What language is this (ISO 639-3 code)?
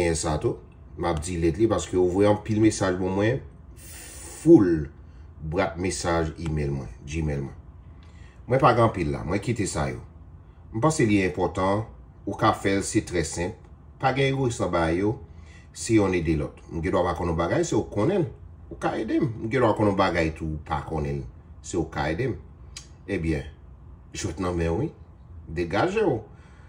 hat